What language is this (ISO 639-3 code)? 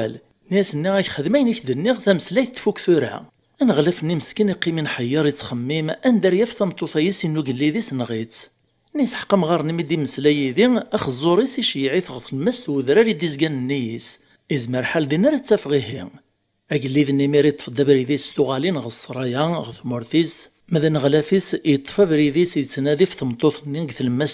kab